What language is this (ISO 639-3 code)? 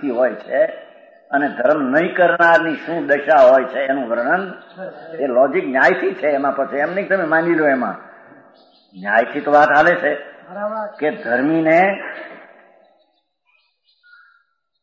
guj